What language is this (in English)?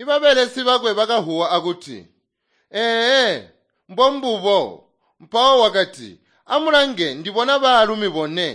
Tonga (Zambia)